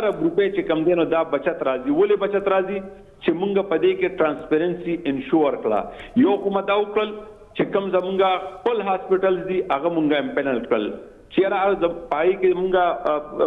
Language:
Pashto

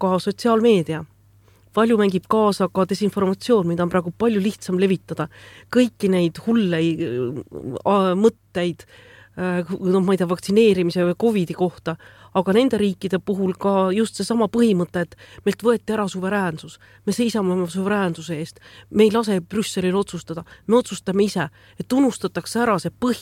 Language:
Estonian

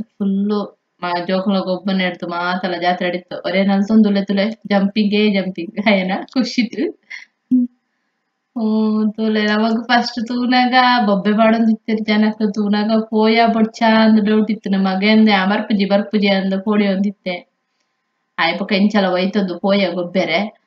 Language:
Tulu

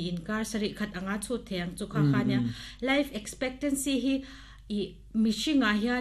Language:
Mizo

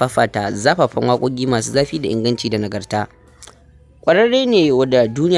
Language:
Hausa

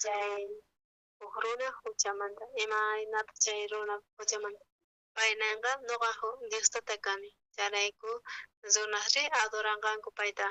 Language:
South Bolivian Quechua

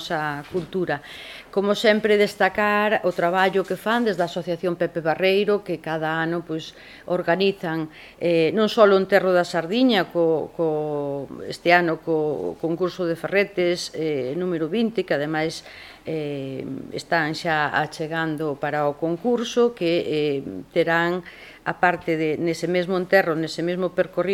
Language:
Galician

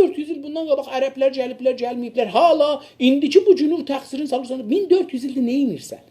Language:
South Azerbaijani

